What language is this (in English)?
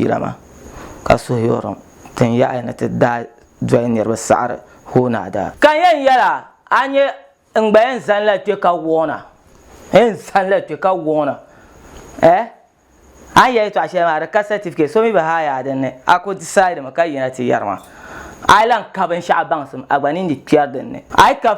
Dagbani